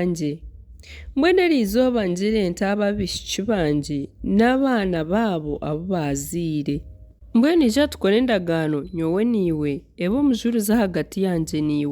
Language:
Nyankole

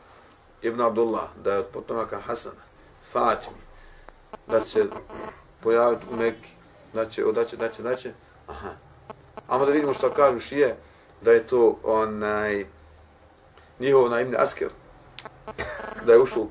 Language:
Bosnian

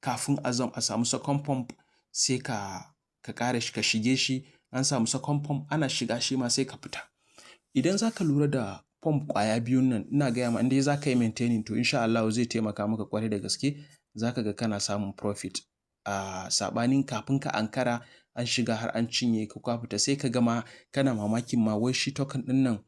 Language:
Hausa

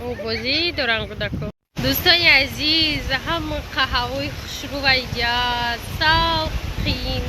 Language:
Tajik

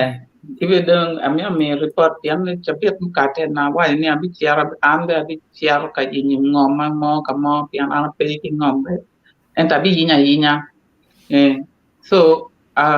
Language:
Acoli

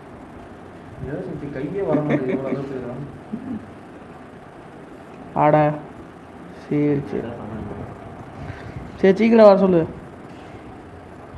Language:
Tamil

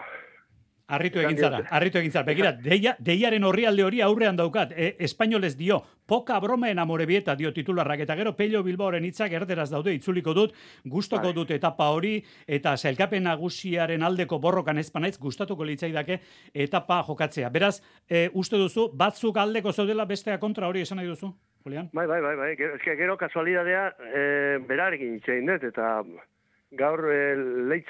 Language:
Basque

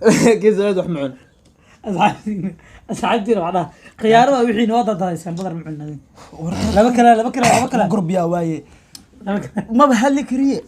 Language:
Somali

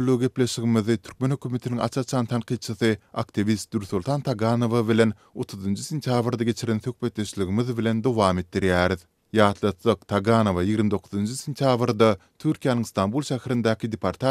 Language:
Turkmen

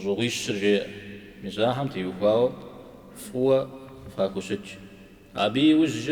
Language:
Kabardian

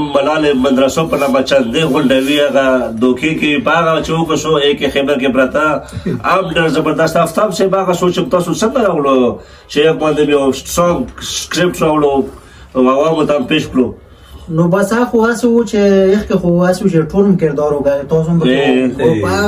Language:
Pashto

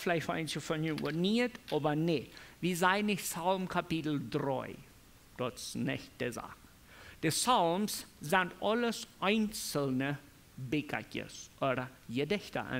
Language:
Plautdietsch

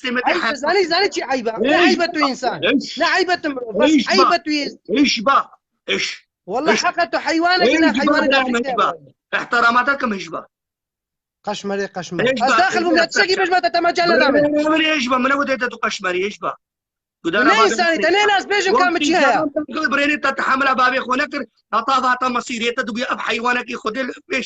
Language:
Kurdish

